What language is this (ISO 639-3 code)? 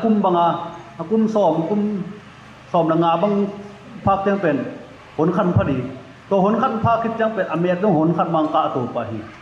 ctd